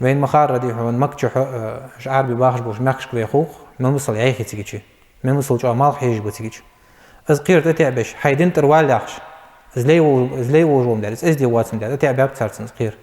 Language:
Ingush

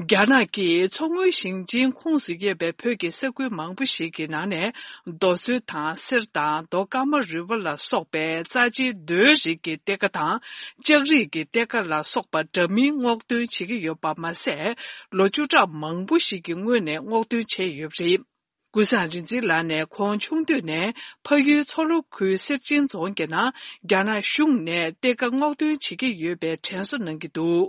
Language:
Tibetan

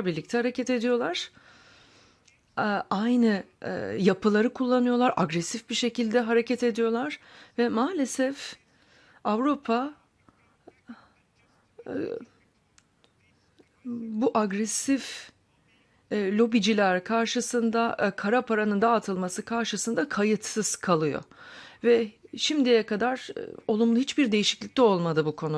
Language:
Turkish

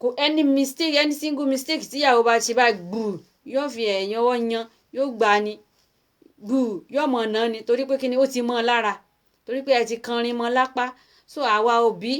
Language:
Yoruba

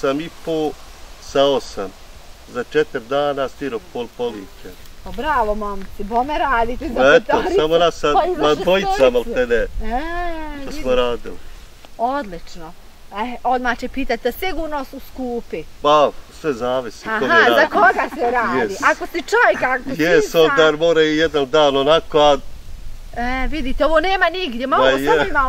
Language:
Bosnian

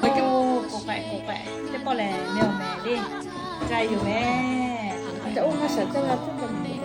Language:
Lahu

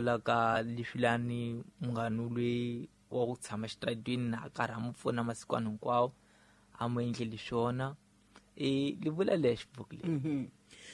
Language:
Tsonga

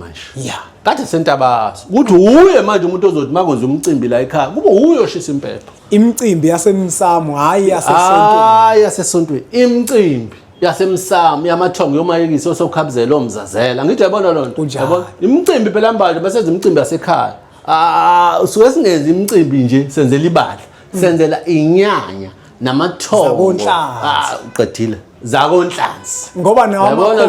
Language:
Zulu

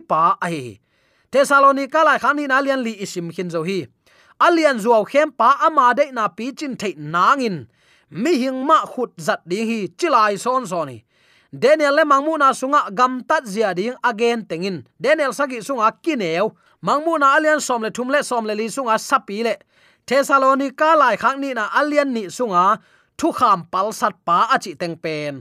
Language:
Tedim Chin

